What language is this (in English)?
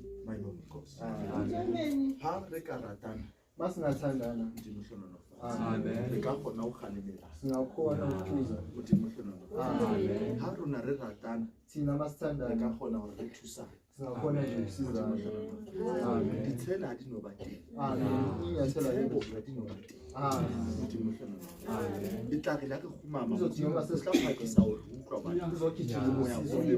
Southern Sotho